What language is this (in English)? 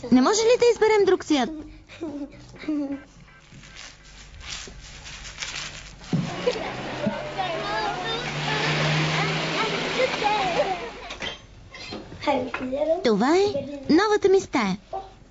Bulgarian